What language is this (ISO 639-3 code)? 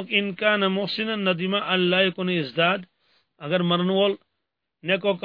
kas